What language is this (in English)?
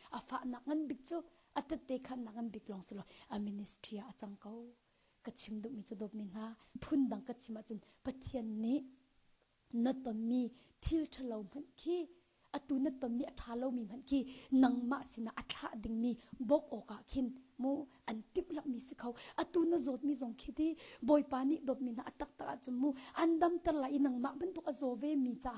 Hakha Chin